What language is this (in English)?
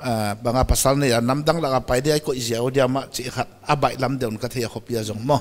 Paite Chin